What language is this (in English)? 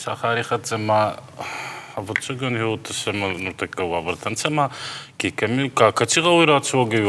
Ossetic